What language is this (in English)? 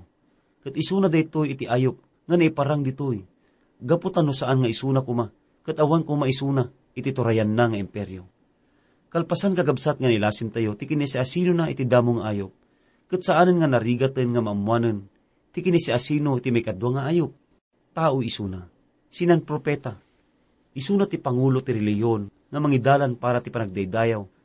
Iloko